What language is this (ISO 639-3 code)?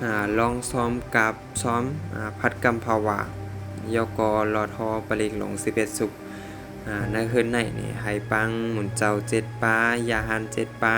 shn